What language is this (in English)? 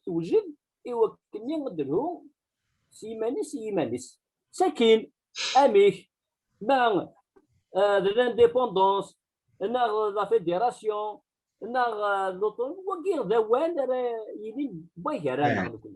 Kabyle